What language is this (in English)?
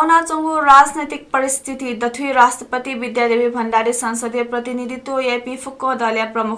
Newari